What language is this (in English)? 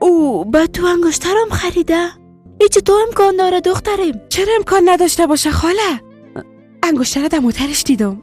Persian